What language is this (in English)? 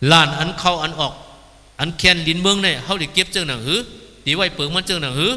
Shan